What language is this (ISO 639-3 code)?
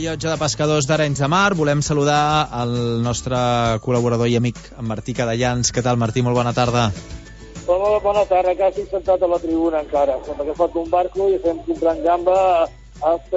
cat